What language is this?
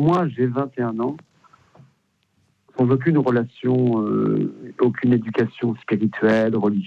French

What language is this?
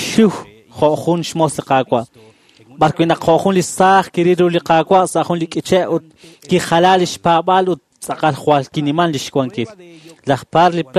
Kekchí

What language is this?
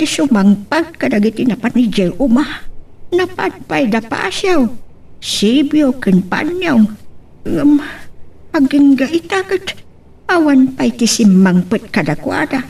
Iloko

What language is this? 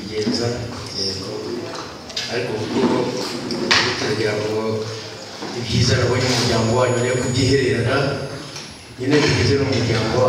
Kinyarwanda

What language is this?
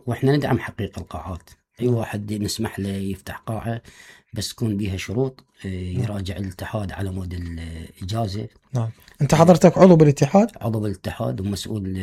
Mesopotamian Arabic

